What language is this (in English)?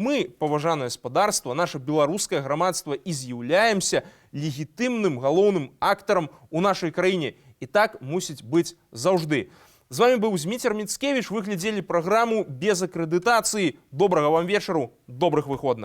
Belarusian